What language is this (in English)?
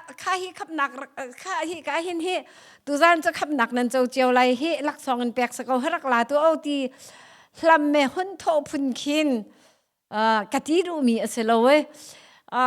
Hakha Chin